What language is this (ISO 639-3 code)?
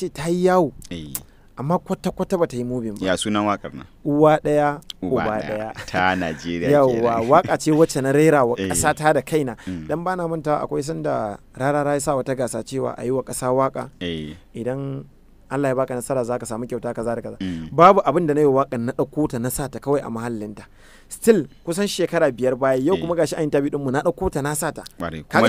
hau